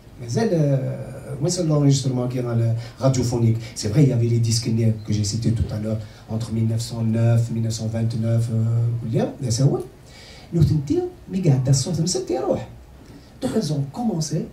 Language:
Kabyle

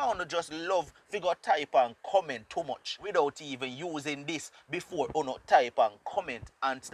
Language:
Jamaican Creole English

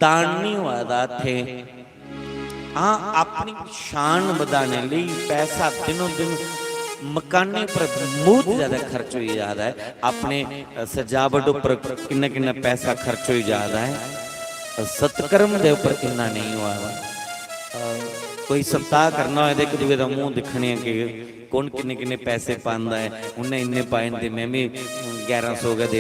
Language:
Dogri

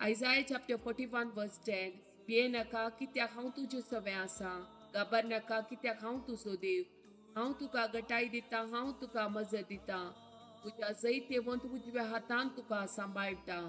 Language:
Konkani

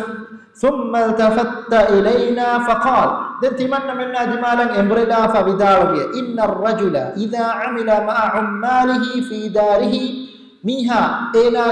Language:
Divehi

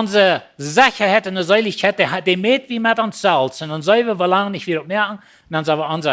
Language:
Plautdietsch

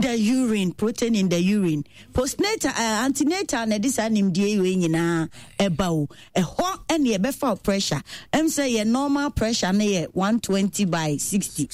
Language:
Akan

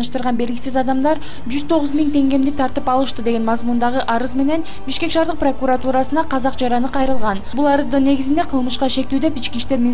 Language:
Kyrgyz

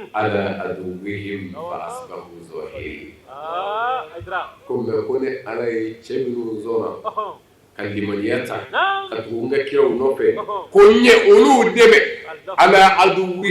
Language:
Bambara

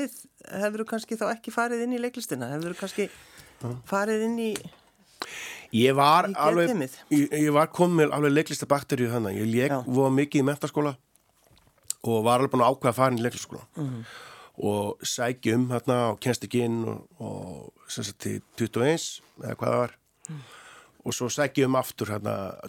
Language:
Icelandic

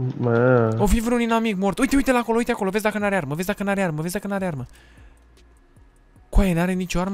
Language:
Romanian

